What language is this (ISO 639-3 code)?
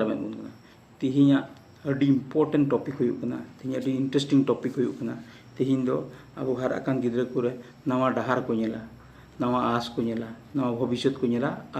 sat